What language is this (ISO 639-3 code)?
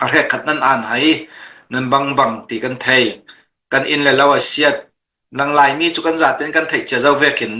cnh